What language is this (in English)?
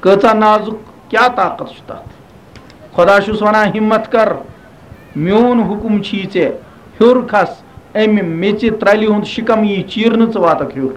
Kashmiri